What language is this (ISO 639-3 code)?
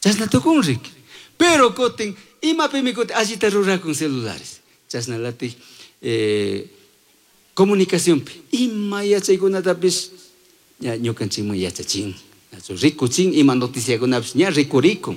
qug